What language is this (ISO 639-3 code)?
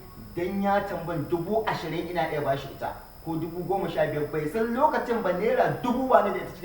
hau